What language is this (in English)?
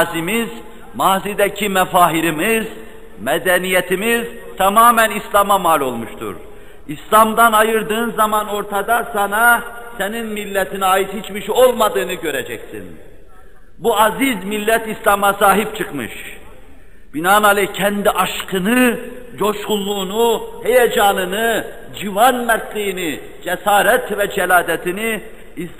Turkish